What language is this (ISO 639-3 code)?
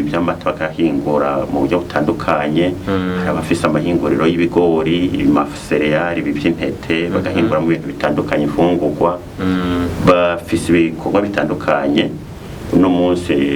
run